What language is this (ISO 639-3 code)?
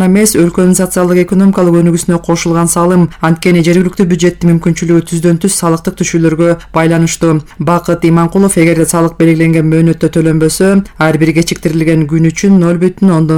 kir